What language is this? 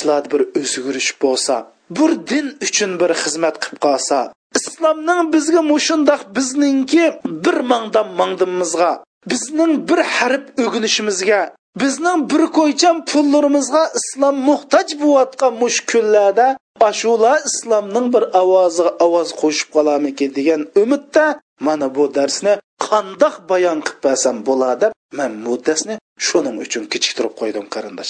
Uyghur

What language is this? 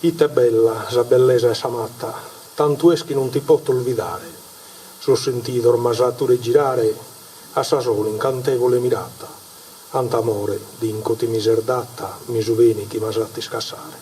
Sardinian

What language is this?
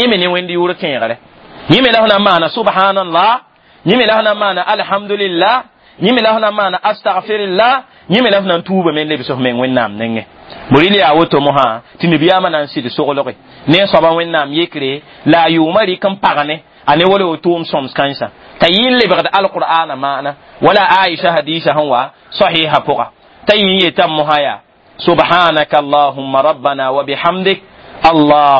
Mossi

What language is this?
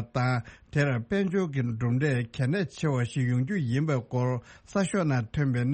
Tibetan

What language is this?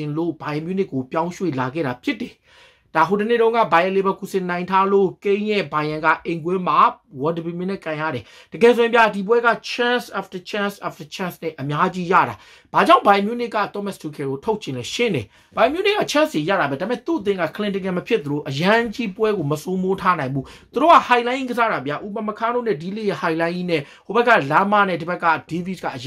Burmese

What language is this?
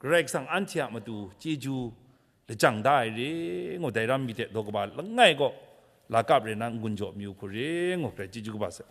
Kachin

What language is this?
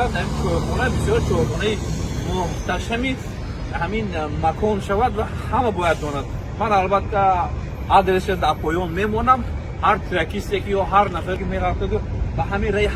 Tajik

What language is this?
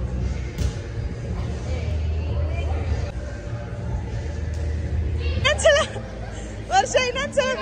Kannada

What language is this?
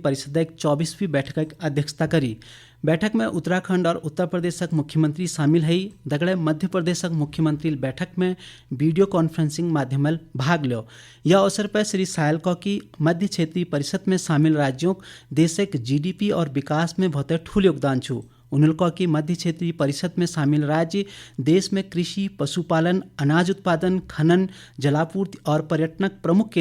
Garhwali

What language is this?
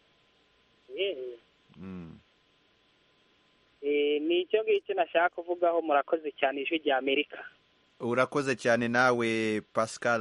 Kinyarwanda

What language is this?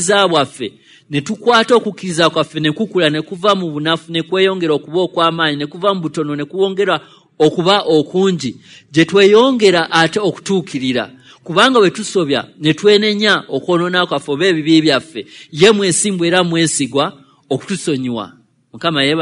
Ganda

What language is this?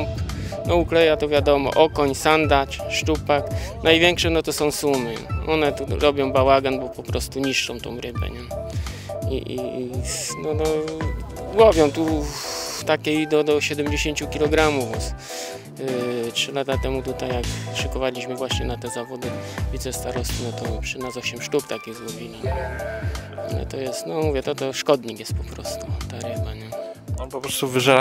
Polish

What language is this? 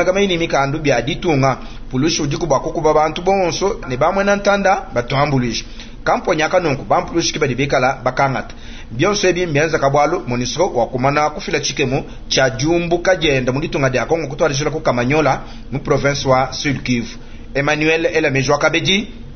Luba-Lulua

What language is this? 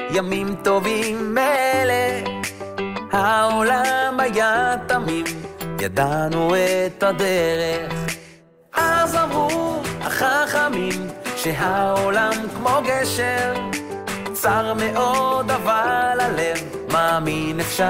Hebrew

